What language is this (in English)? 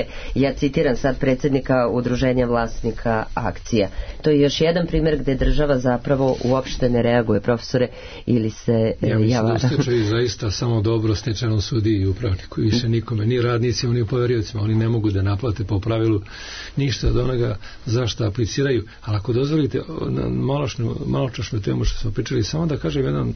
Serbian